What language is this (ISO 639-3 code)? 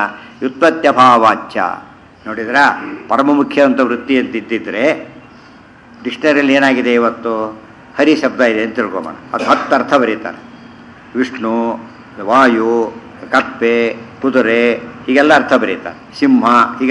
kan